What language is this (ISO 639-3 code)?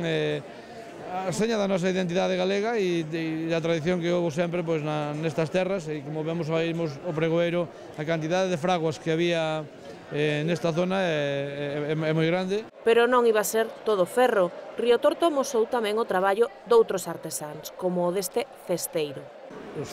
glg